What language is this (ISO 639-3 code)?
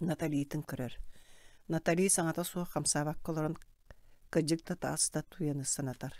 sah